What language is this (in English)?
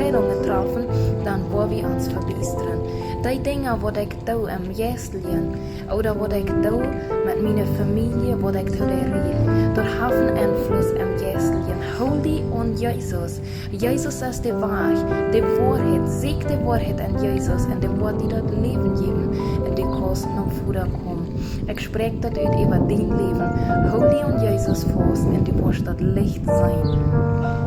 Plautdietsch